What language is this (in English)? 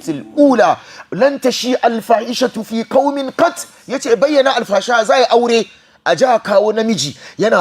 Hausa